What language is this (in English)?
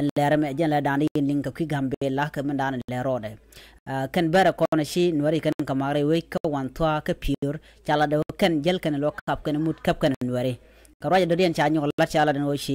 Nuer